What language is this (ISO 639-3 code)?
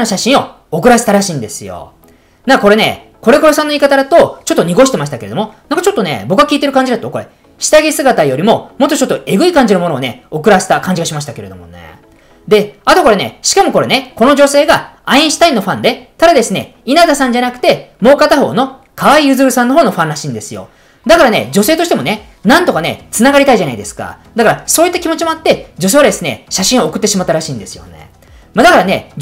jpn